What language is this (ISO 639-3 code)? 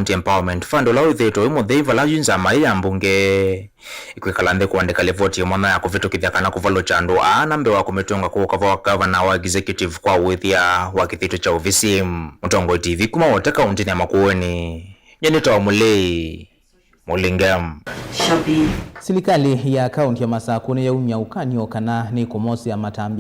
kam